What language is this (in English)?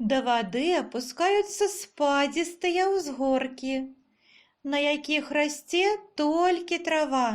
Belarusian